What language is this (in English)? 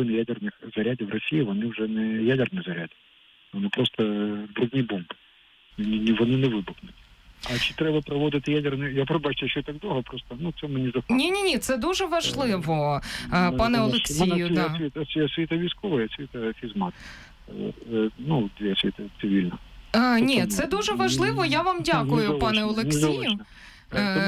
Ukrainian